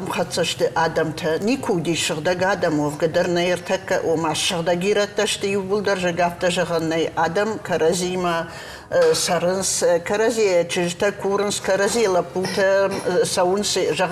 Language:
Ossetic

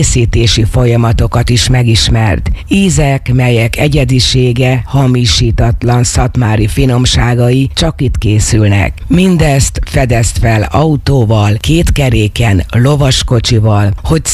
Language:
Hungarian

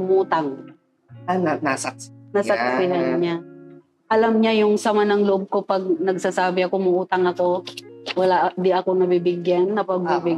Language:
Filipino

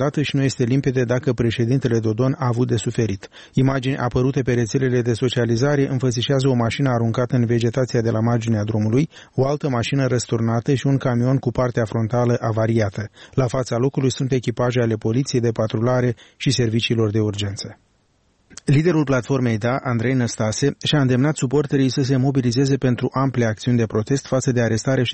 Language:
Romanian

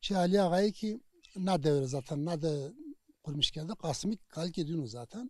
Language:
Zaza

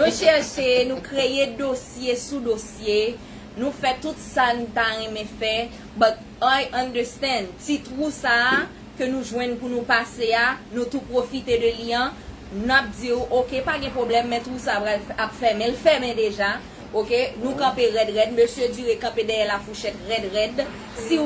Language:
Haitian Creole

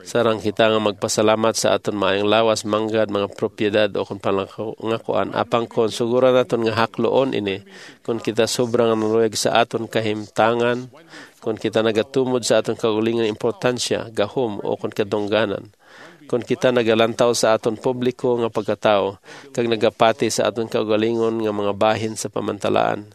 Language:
Hiligaynon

